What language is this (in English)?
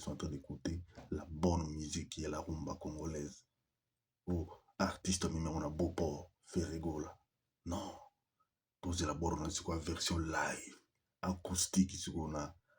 Lingala